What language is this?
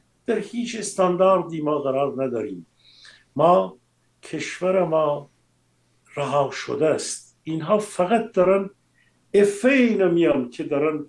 Persian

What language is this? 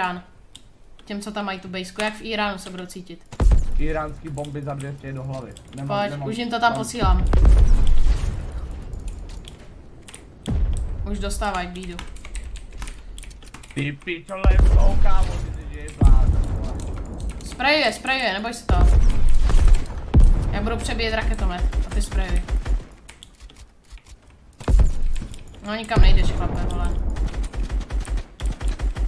Czech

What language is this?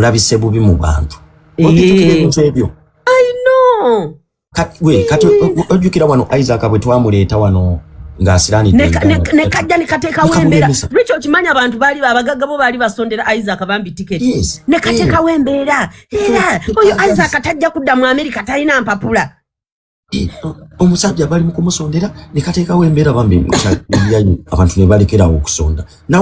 Ganda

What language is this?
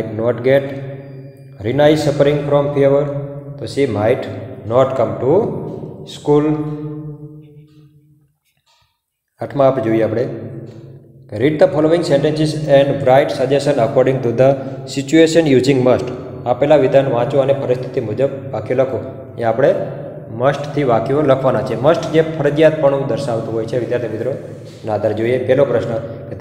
Gujarati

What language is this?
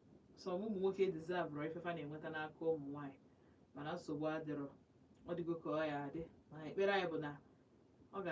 Igbo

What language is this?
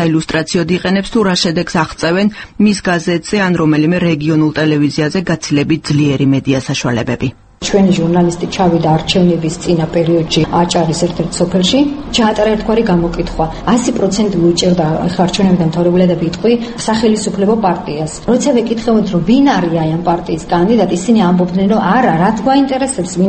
Georgian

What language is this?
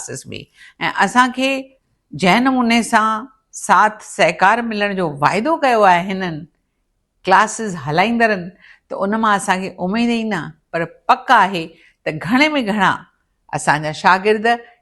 Sindhi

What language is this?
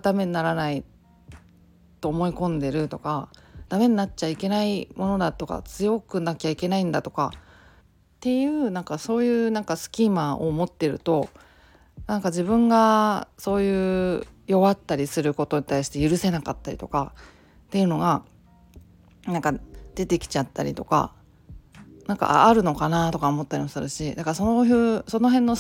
Japanese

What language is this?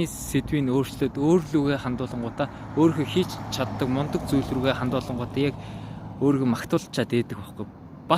Mongolian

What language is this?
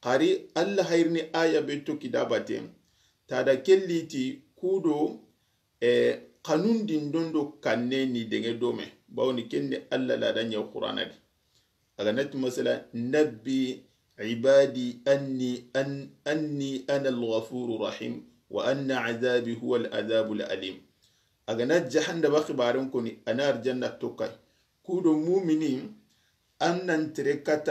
Soninke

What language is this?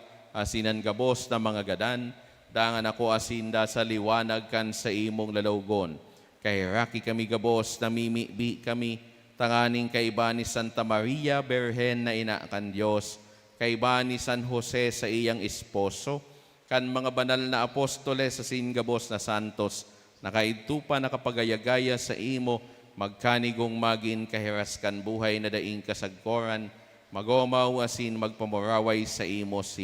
Bikol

